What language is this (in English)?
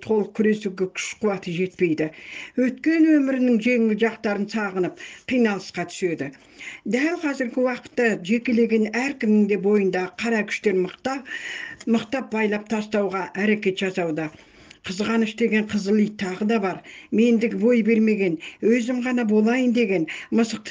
Kazakh